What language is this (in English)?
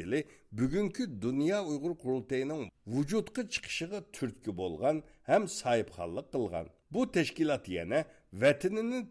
Uyghur